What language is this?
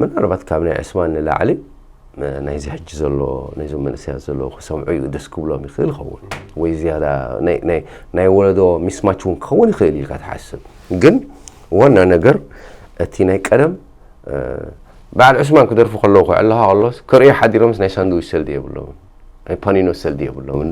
Tigrinya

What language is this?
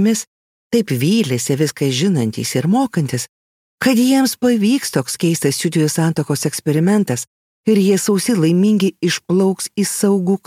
Lithuanian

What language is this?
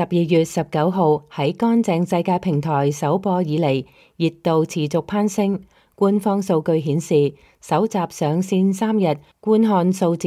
Cantonese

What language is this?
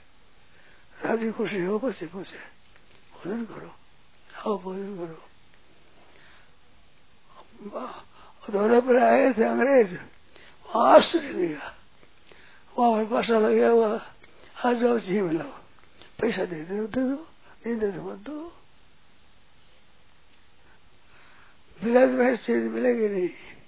Hindi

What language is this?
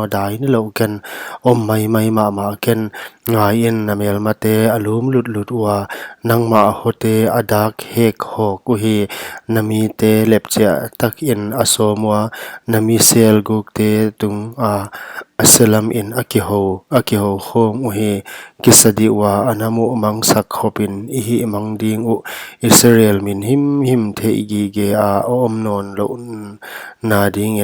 Paite Chin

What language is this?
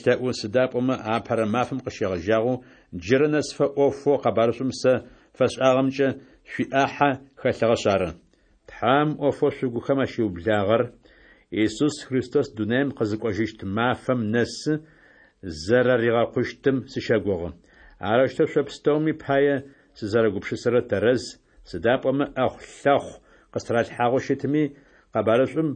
Adyghe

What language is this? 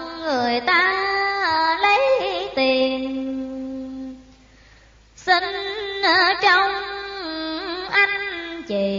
Vietnamese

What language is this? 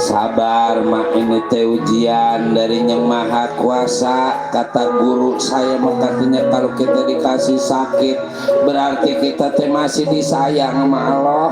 Betawi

